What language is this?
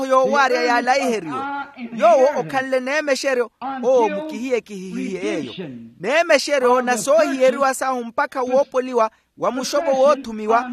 Makhuwa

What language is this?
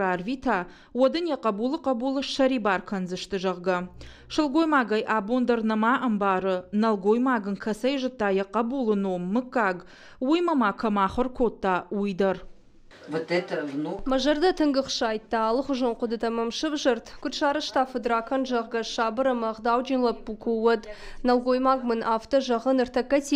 Ossetic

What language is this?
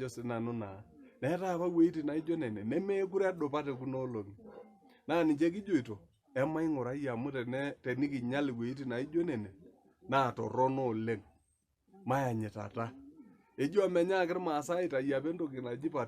Masai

